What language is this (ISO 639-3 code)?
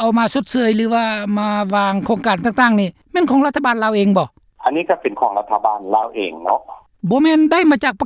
lao